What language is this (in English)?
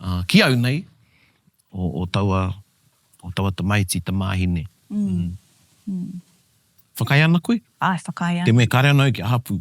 Māori